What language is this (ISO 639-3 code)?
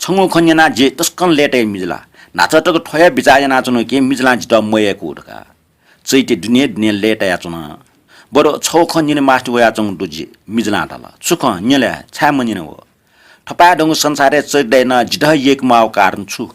new